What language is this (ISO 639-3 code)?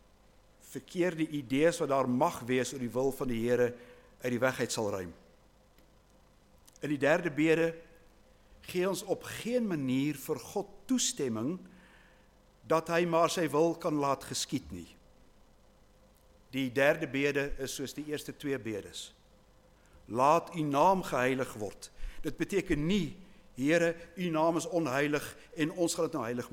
afr